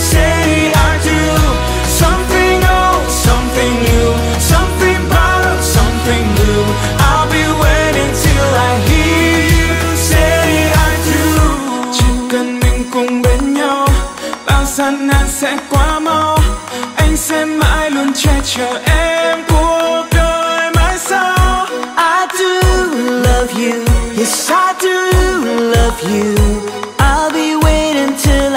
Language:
Vietnamese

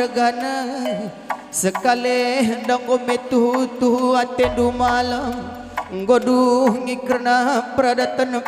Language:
Batak Karo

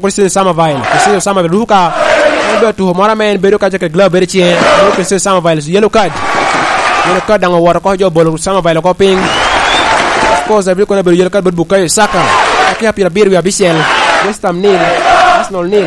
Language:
Lango (Uganda)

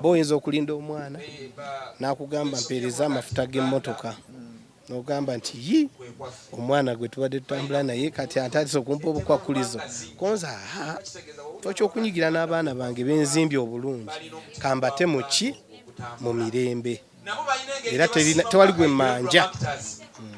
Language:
Ganda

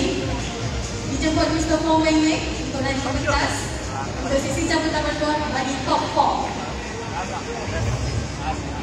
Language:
Malay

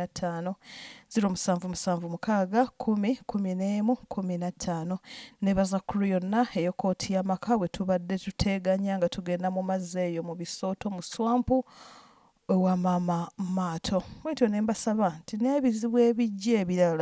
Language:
Ganda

